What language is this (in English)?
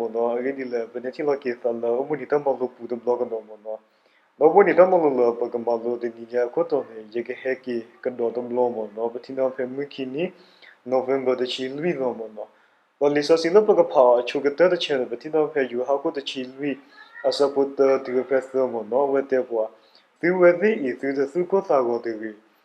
S'gaw Karen